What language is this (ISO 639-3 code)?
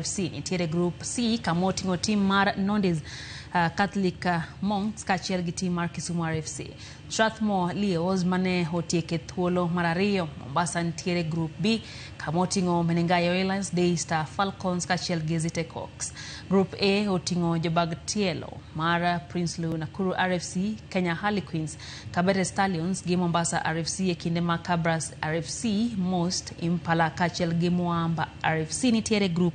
luo